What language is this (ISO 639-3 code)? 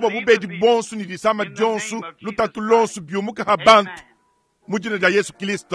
lua